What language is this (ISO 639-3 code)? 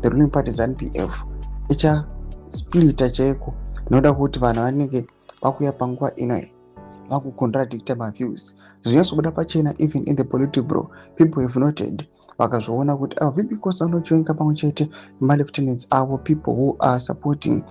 sna